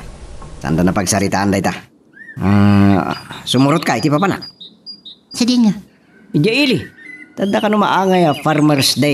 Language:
Iloko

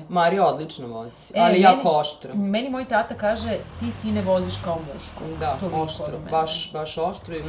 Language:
Serbian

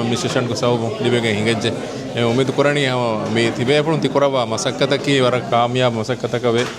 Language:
Divehi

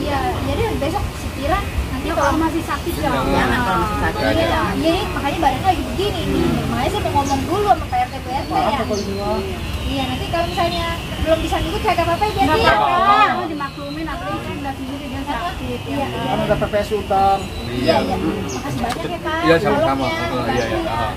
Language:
Betawi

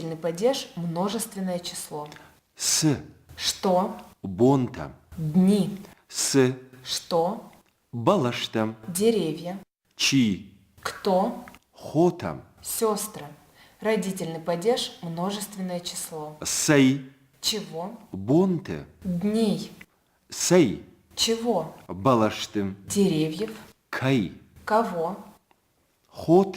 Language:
Ossetic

